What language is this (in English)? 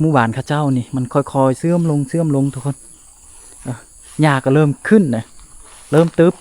Lao